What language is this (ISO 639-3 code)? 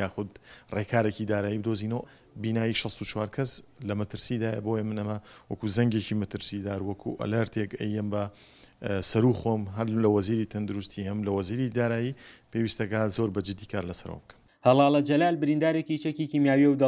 ckb